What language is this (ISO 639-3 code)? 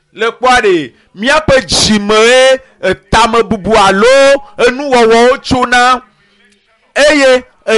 ewe